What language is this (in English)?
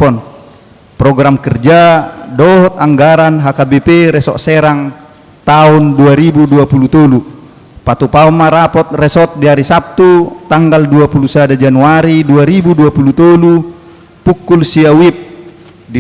Batak Toba